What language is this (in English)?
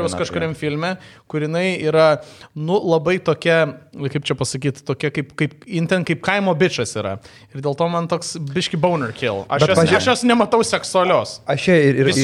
Lithuanian